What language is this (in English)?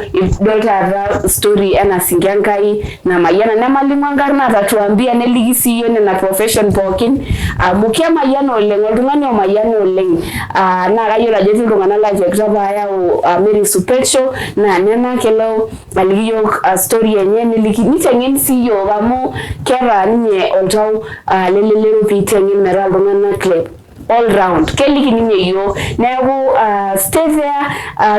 Masai